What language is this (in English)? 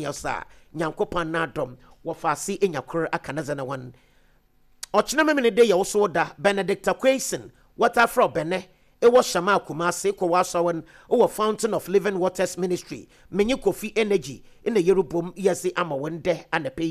Akan